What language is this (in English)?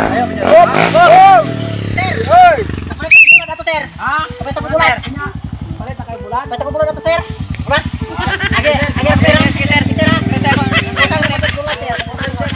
Cebuano